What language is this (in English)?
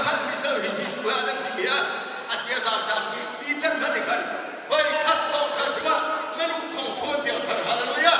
Hakha Chin